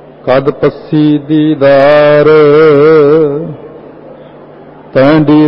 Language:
Punjabi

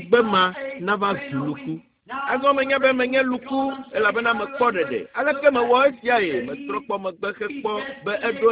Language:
Ewe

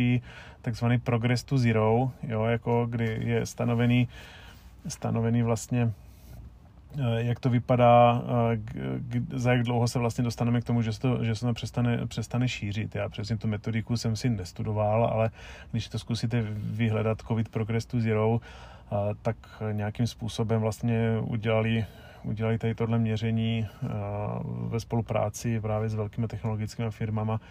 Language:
Czech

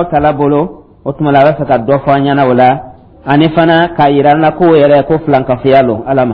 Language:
Dyula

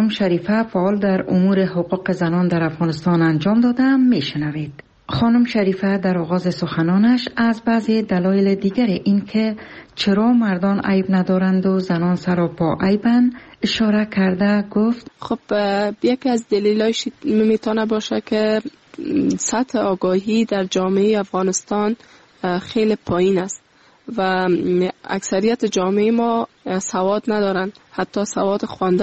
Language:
Persian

